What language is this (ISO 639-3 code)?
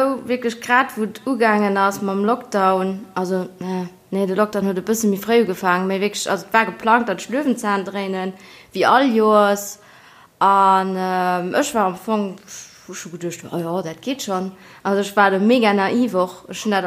ltz